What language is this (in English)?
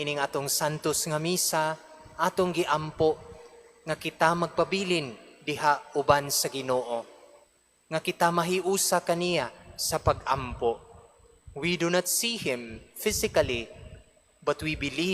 Cebuano